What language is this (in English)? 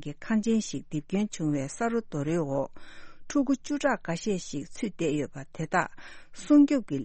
Tibetan